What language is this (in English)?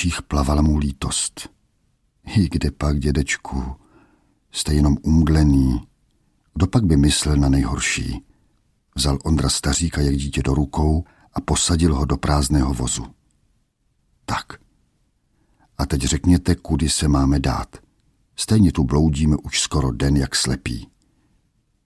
Czech